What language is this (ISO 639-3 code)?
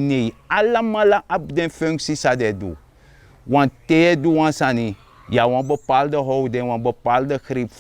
srn